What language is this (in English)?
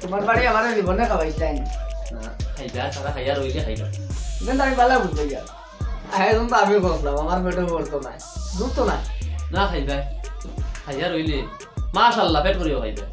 Sylheti